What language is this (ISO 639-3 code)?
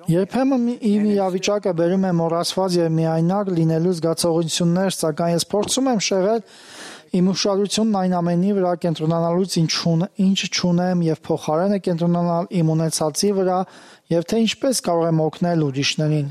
hye